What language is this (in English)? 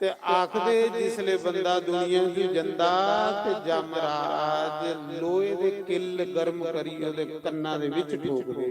Dogri